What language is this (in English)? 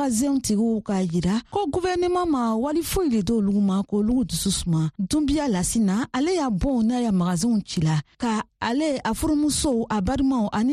Bambara